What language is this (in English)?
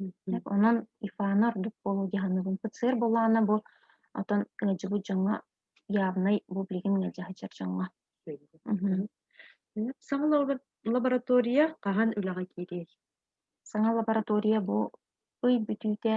Yakut